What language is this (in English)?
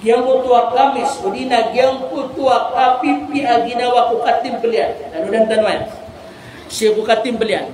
Maranao